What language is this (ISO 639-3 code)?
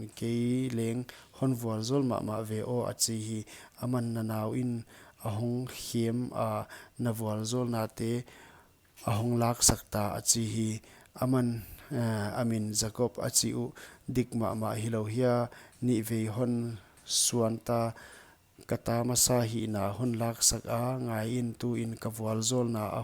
pck